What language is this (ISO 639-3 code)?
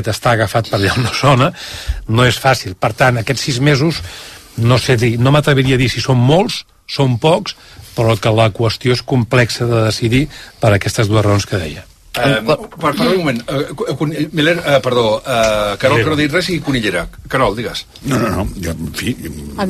cat